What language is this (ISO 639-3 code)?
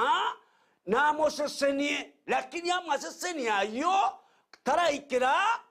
guz